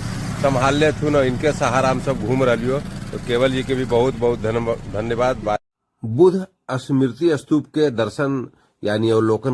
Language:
Magahi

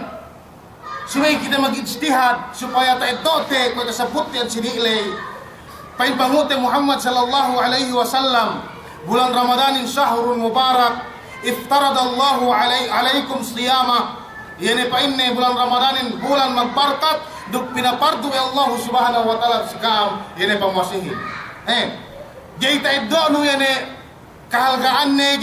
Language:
Yakan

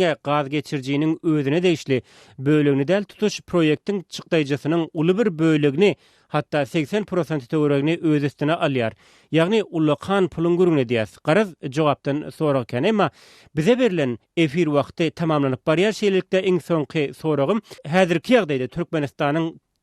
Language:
Turkmen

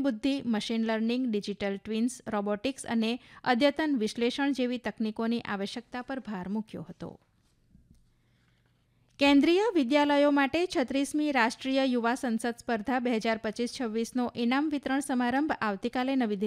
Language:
Gujarati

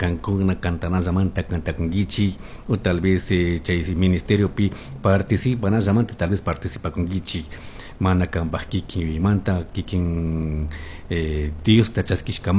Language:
Chimborazo Highland Quichua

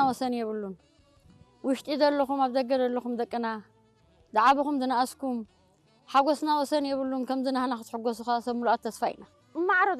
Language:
Tigrinya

